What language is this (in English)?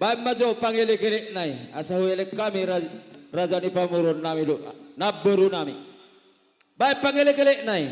Batak Toba